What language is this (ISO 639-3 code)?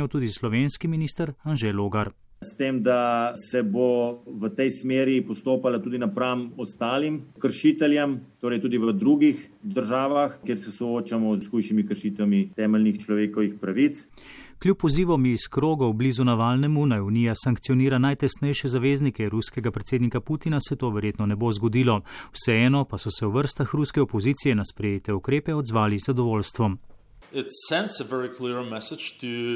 slv